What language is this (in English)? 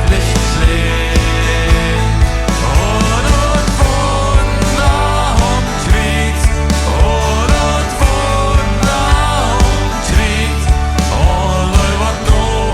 Plautdietsch